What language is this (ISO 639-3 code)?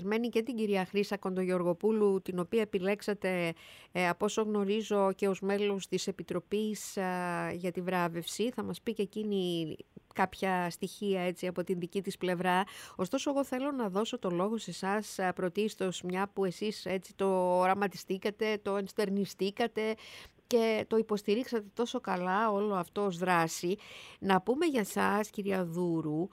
ell